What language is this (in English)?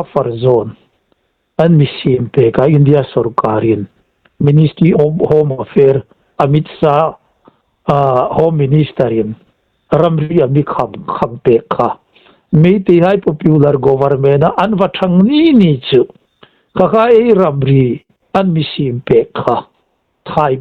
Hmar